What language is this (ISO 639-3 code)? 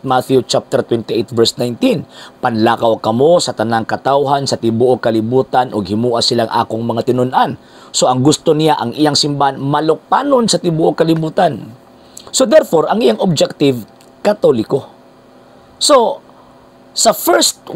ceb